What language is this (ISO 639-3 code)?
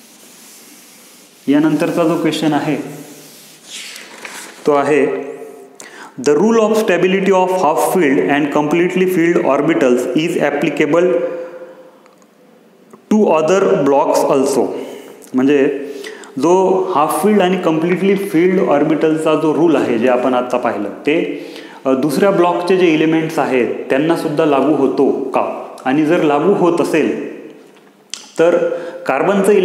mar